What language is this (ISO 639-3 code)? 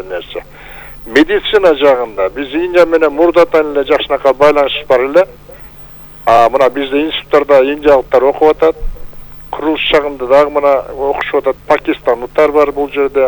kir